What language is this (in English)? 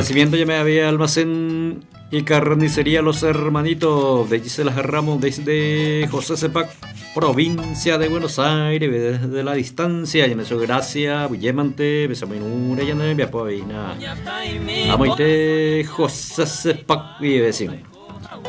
Guarani